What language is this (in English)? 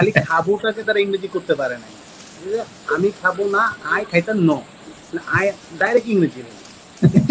Bangla